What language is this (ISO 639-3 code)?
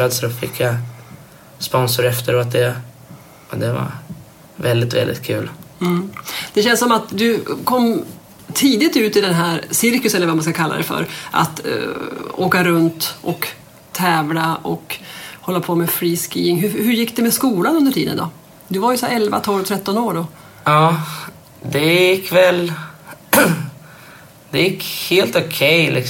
swe